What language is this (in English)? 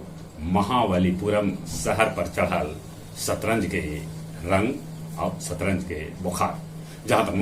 Magahi